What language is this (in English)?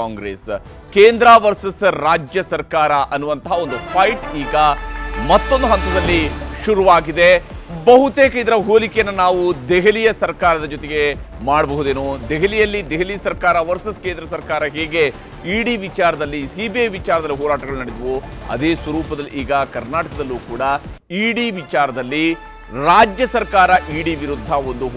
Kannada